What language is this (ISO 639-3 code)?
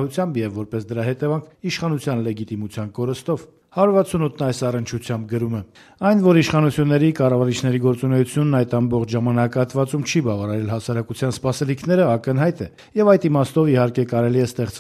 hye